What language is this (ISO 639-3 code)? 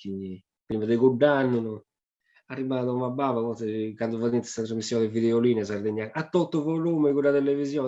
srd